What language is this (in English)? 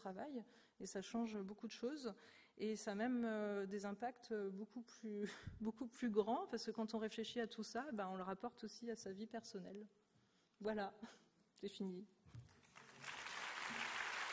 French